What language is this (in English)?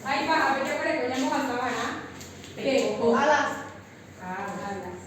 Guarani